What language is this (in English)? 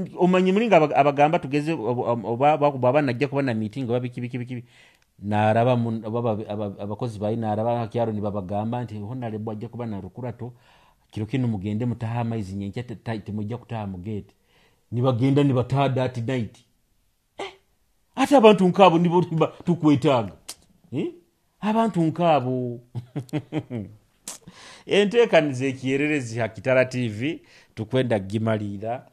Nyoro